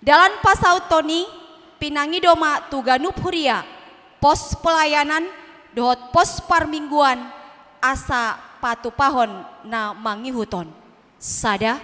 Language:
Batak Toba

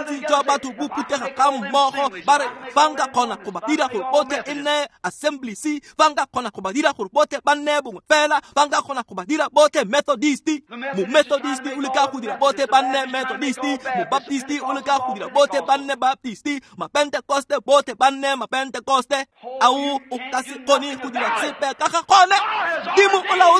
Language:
Tswana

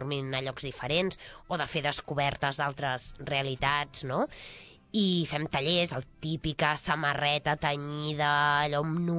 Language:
Catalan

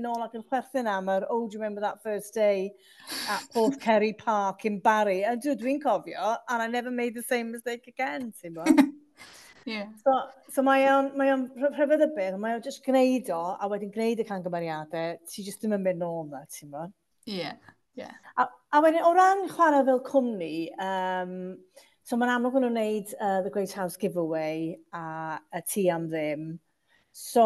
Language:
Welsh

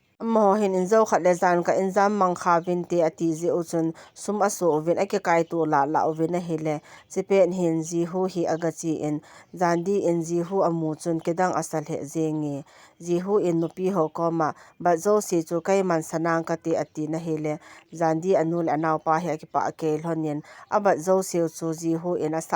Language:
Thado Chin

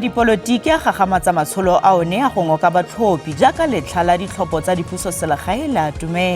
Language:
Tswana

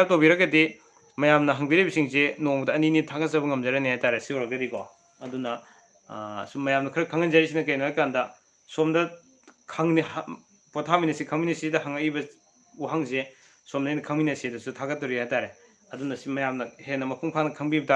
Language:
Manipuri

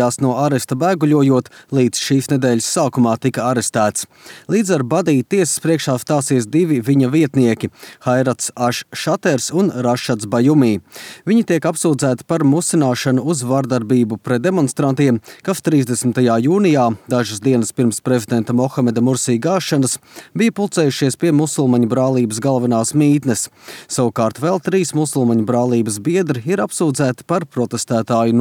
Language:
Latvian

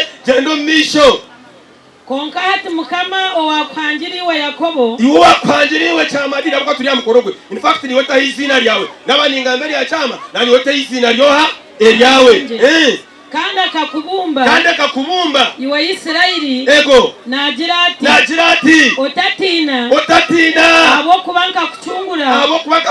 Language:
Nyankole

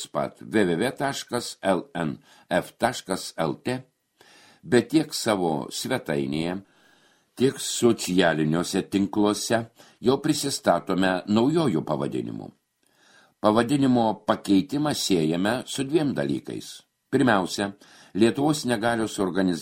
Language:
Lithuanian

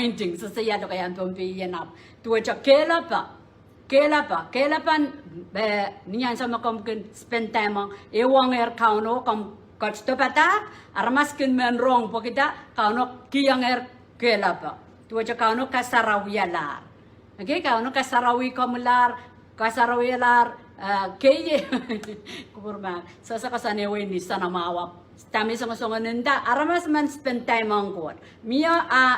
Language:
Pohnpeian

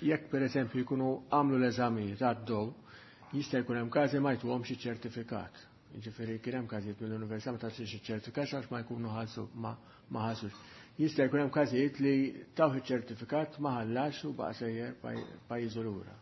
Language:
Maltese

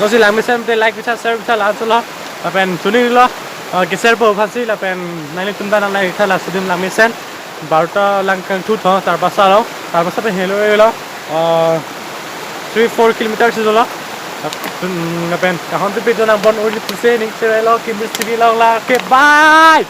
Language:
Karbi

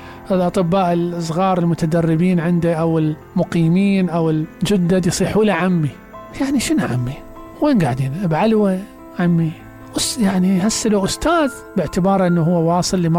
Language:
Mesopotamian Arabic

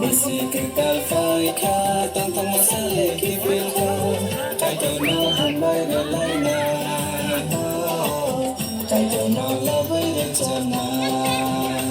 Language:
Kok Borok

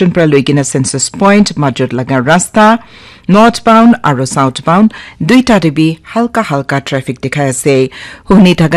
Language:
Naga Pidgin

